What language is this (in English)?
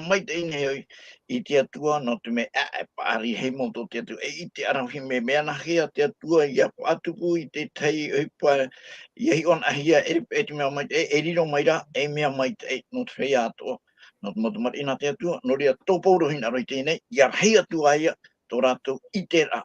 Tahitian